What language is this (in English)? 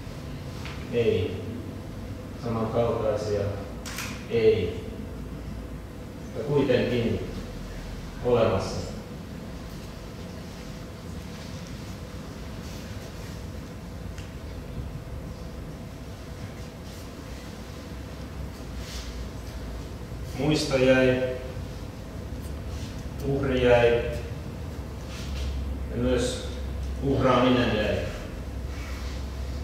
Finnish